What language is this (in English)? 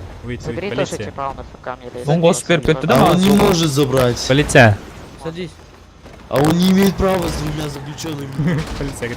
Kara-Kalpak